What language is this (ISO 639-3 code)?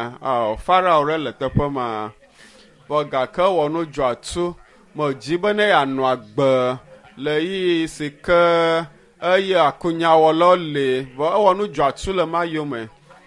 ewe